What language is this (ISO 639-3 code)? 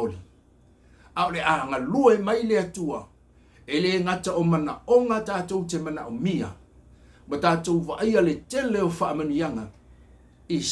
smo